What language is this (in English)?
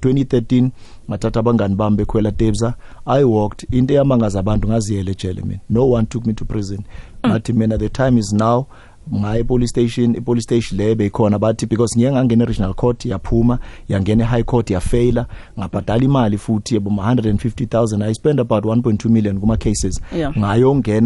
South Ndebele